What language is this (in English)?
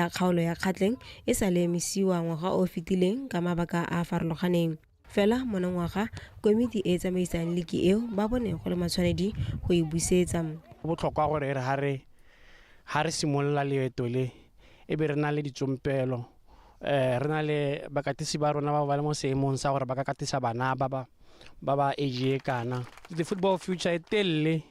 Tswana